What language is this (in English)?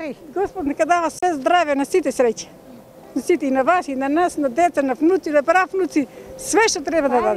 Macedonian